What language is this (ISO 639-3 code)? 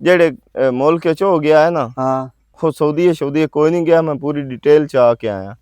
lah